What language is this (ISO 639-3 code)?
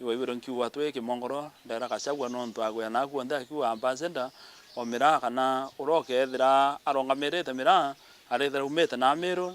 mer